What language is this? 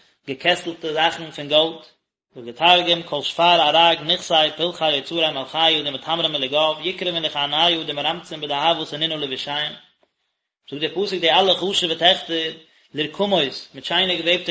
Yiddish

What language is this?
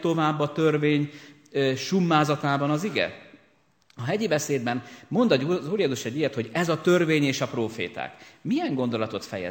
Hungarian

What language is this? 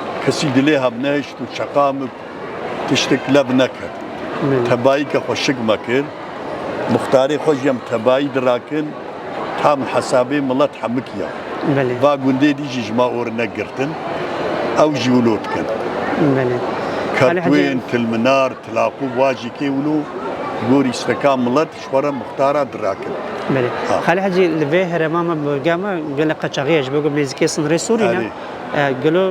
Kurdish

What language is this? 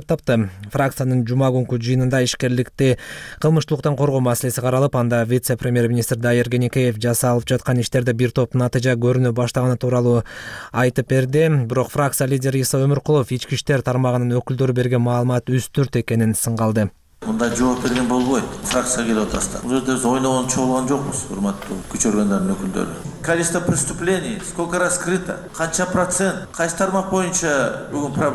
Kyrgyz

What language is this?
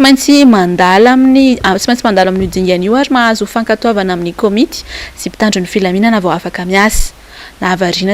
Malagasy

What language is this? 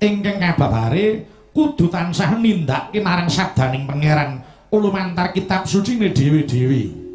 Javanese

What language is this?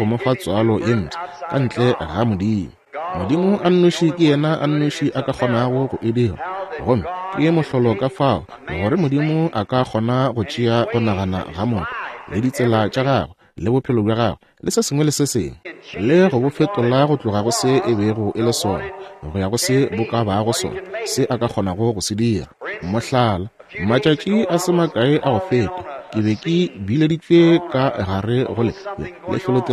Northern Sotho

